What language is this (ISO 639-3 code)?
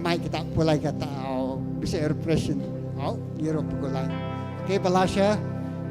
iba